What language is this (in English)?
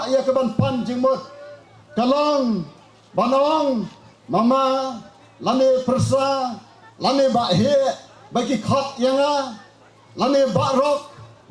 Khasi